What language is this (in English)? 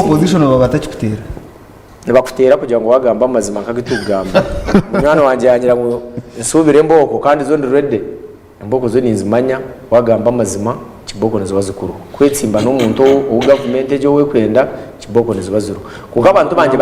Nyankole